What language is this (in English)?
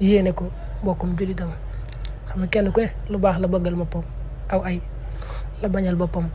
Wolof